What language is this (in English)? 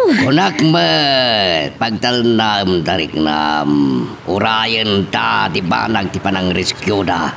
Iloko